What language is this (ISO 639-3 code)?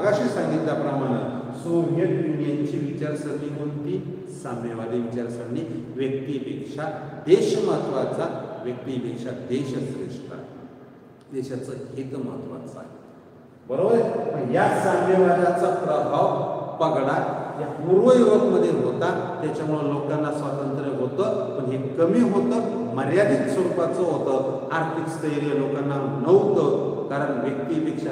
mar